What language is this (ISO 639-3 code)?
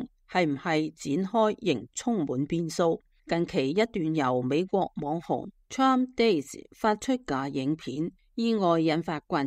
yue